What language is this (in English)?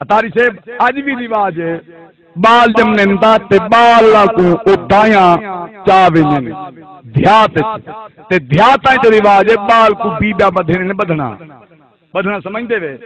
Saraiki